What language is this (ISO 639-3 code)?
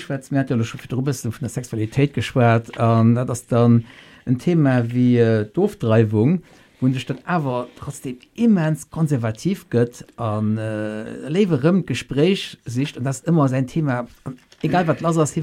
ltz